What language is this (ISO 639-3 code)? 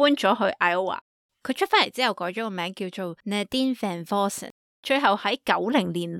yue